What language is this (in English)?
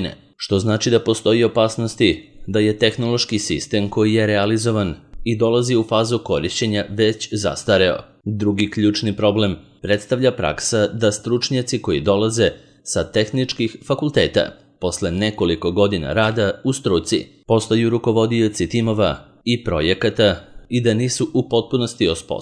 Serbian